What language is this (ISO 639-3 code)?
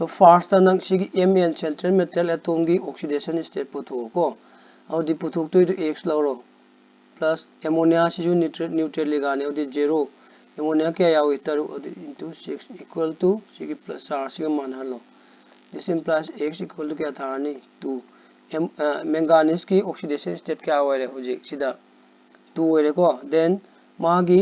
mni